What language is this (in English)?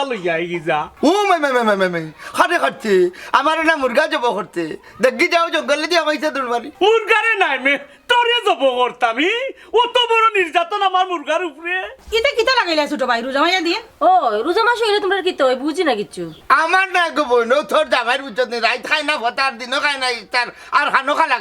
Sylheti